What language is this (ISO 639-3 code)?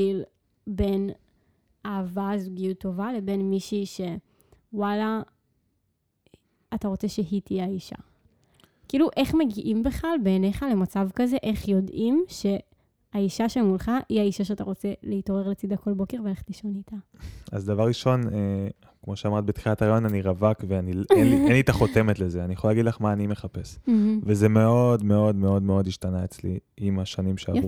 heb